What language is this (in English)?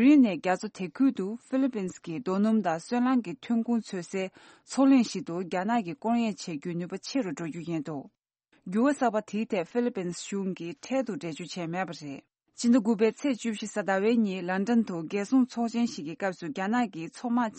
Tibetan